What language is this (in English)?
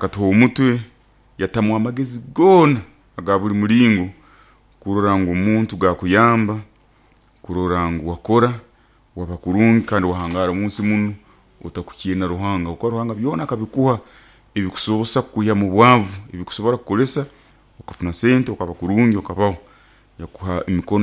Nyoro